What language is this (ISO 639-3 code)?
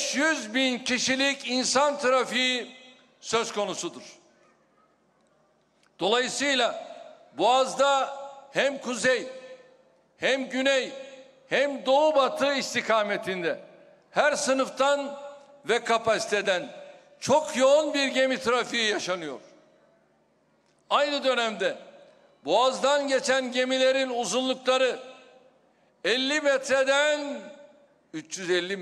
tur